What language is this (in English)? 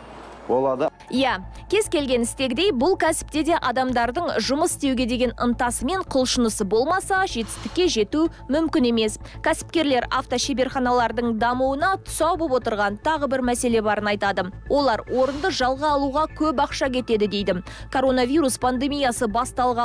Kazakh